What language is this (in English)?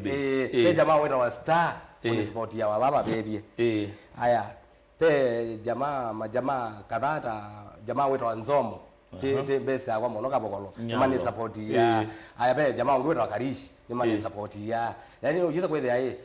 Kamba